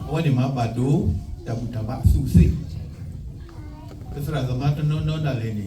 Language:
S'gaw Karen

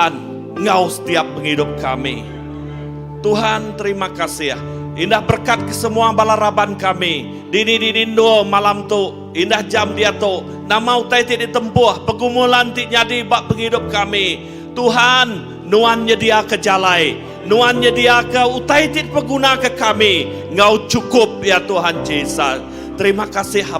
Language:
Iban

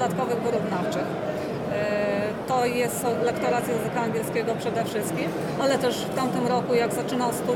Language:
Polish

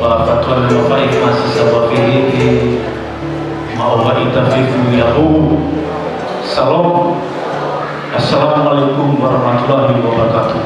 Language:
Nias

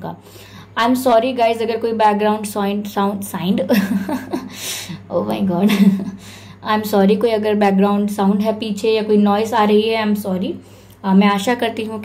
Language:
Hindi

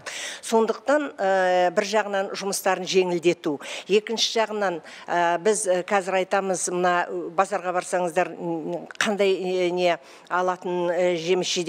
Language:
Kazakh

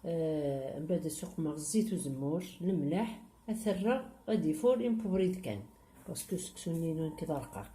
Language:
Kabyle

